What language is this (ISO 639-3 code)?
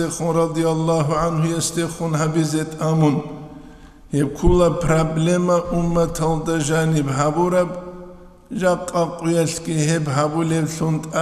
ava